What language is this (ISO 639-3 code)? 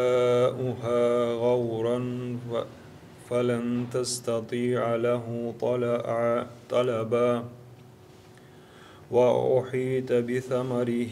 ara